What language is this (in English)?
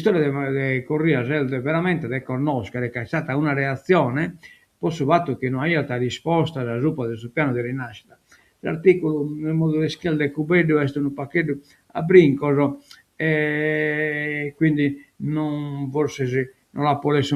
Sardinian